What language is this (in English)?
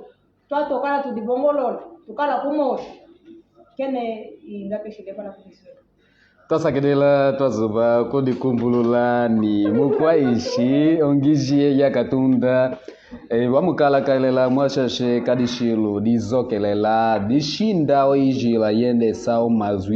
Kimbundu